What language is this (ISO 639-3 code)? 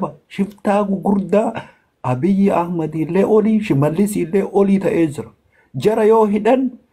orm